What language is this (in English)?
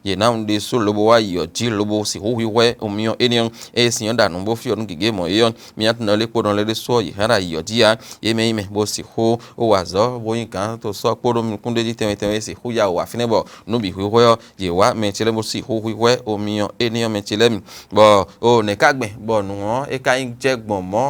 Fon